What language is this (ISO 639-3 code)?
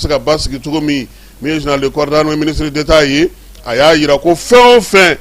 bam